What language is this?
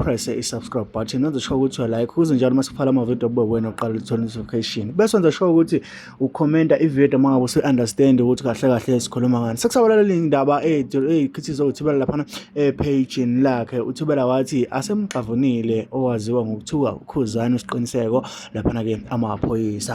Zulu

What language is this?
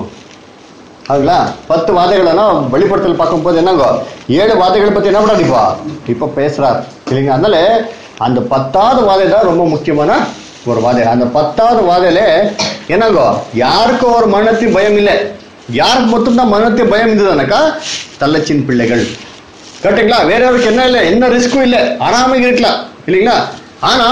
Tamil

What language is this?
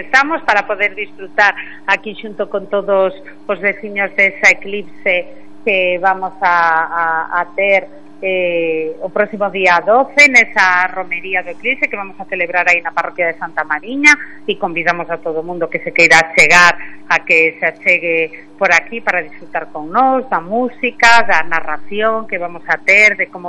Galician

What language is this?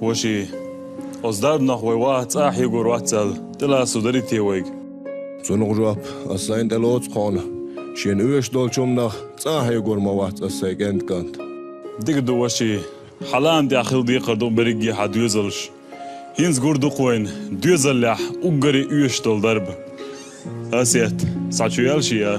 Chechen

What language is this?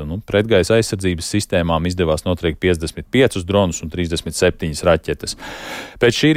Latvian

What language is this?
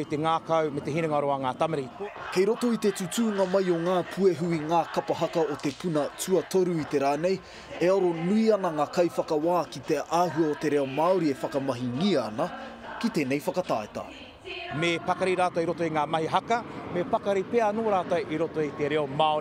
Māori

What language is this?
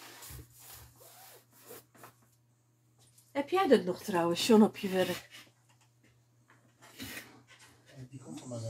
Dutch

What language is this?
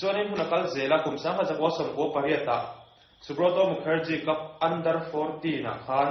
Mizo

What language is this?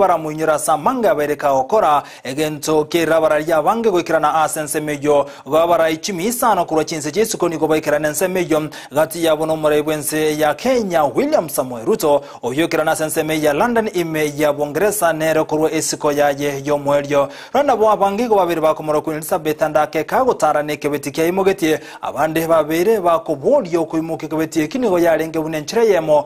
Gusii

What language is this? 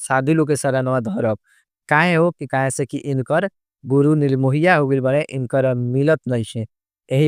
Bhojpuri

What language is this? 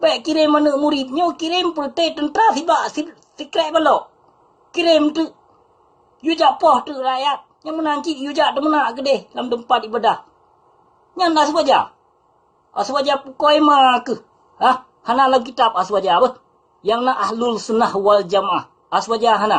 Achinese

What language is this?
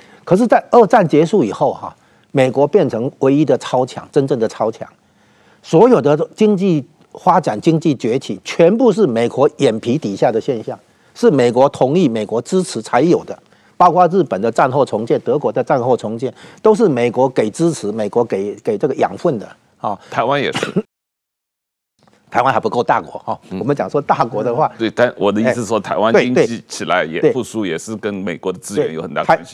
Chinese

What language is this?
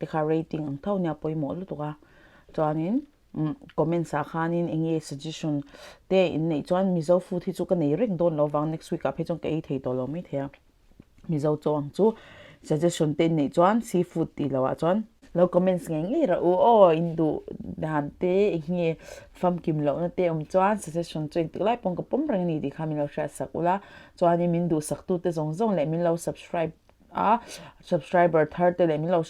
Mizo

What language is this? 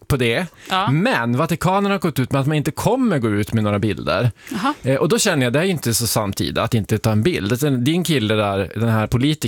Swedish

